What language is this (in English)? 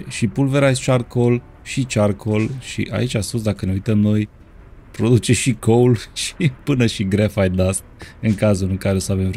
Romanian